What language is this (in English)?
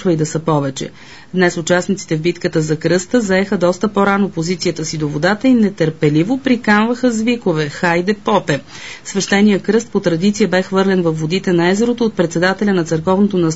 Bulgarian